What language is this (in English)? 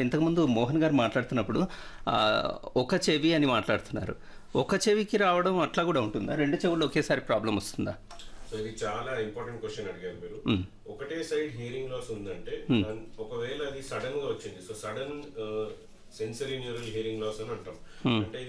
Telugu